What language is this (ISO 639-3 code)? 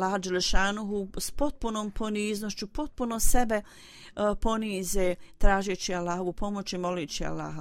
bos